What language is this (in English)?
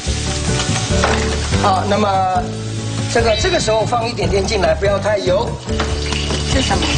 Chinese